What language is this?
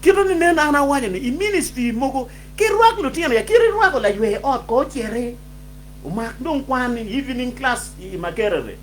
Acoli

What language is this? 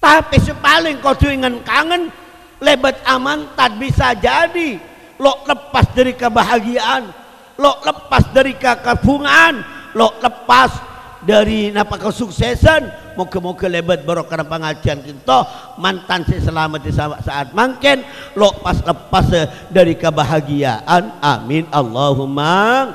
Madurese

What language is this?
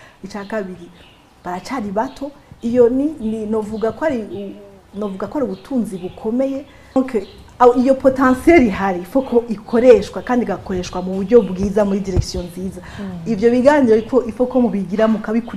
Rundi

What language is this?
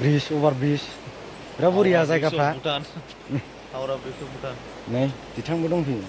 Bodo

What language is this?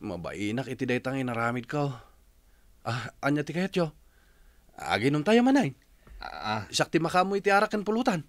Iloko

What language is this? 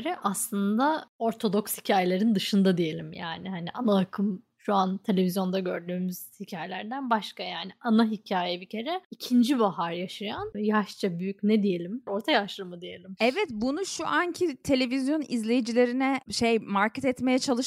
Turkish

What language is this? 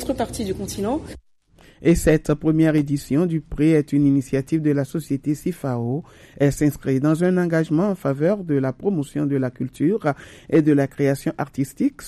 French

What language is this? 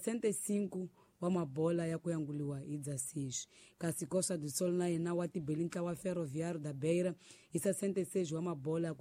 Tsonga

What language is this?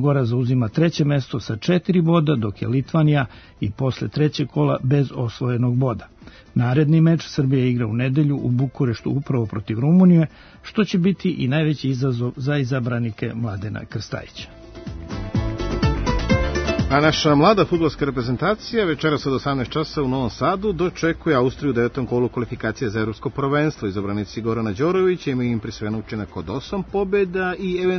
Serbian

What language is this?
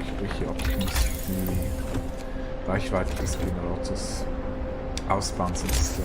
Swiss German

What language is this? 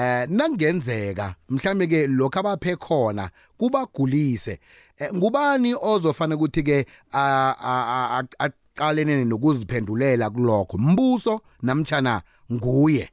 South Ndebele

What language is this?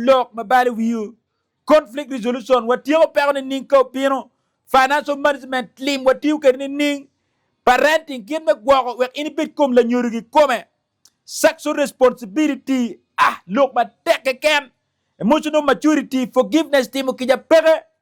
Acoli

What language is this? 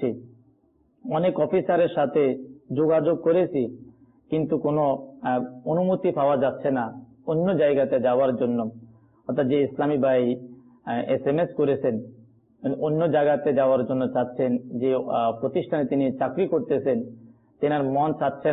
Bangla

